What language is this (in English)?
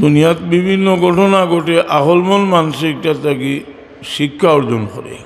Sylheti